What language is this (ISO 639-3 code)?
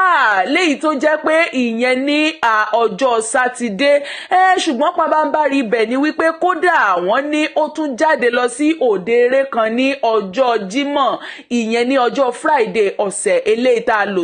yor